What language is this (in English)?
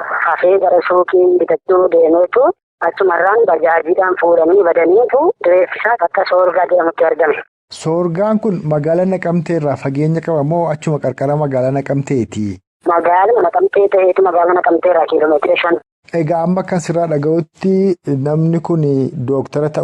Oromo